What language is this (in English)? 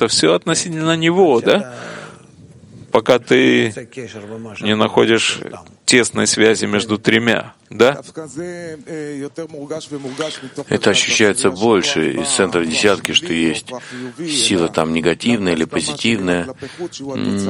Russian